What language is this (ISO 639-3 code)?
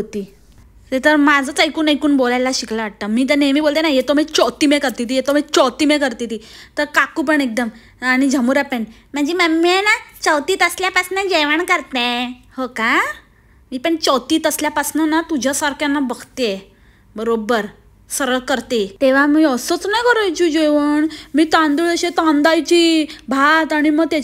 mar